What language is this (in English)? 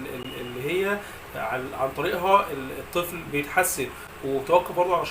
Egyptian Arabic